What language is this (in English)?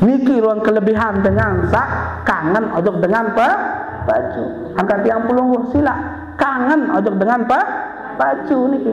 Sasak